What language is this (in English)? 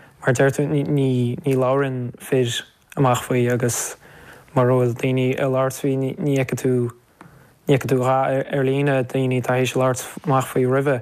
Irish